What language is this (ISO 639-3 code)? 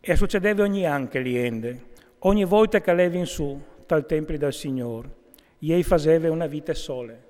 fur